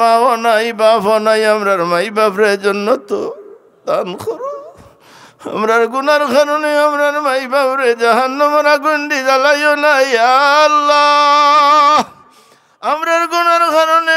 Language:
Sylheti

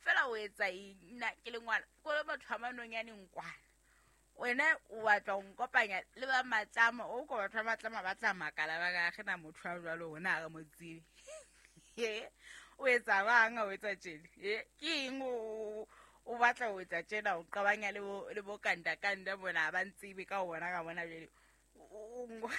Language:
Southern Sotho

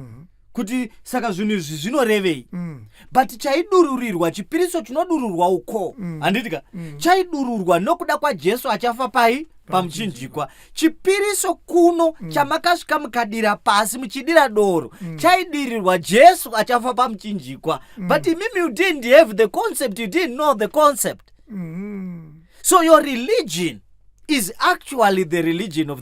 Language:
Shona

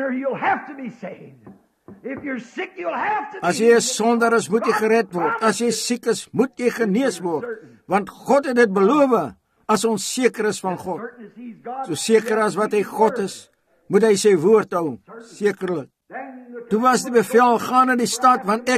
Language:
Afrikaans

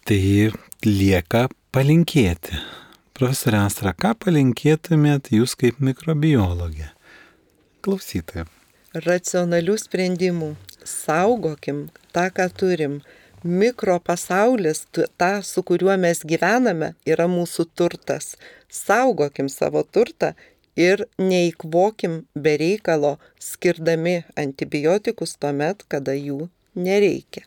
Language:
Lithuanian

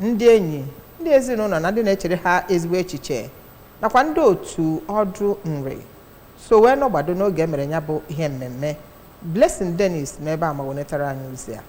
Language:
Igbo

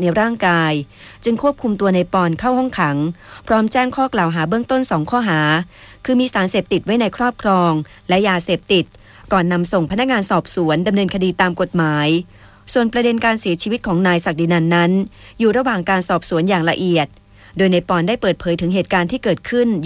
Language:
Thai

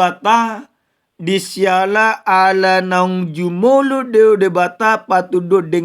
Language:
Batak Toba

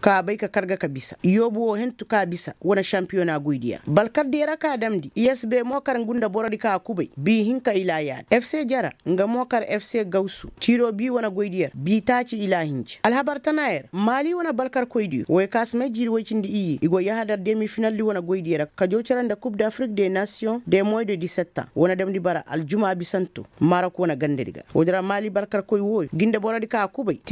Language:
Koyraboro Senni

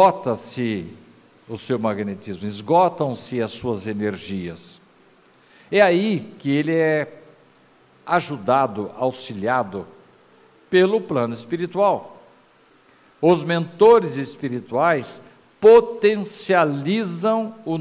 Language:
Portuguese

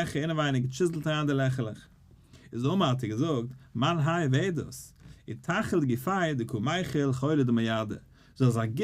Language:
Yiddish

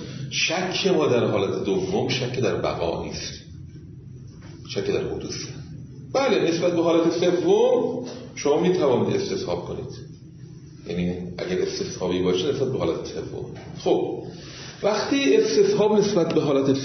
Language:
Persian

